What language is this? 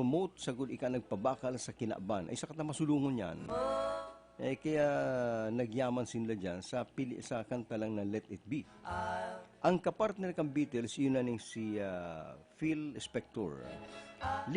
Bikol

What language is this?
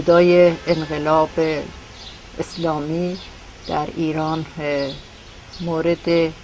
Persian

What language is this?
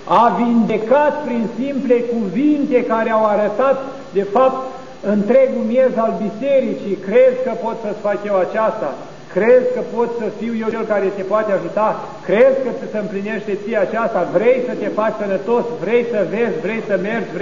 Romanian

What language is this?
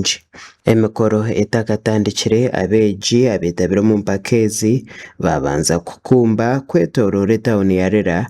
Nyankole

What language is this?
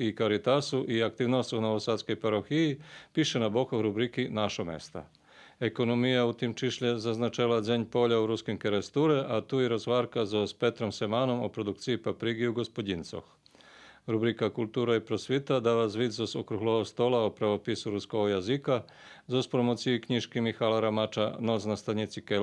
Rusyn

